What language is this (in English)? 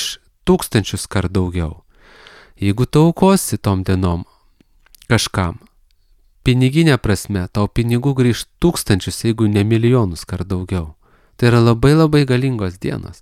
Lithuanian